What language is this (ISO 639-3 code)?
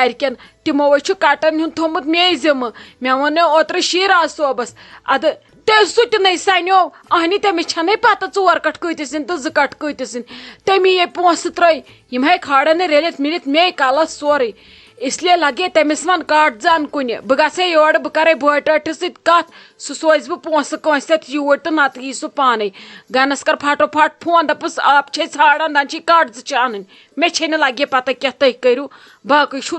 kas